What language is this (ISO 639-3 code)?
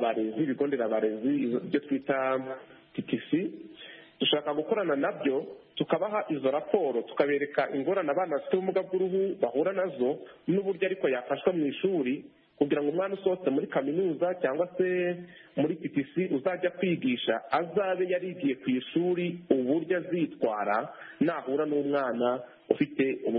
kin